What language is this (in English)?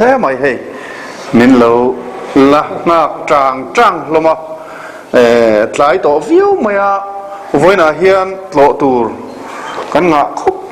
Mizo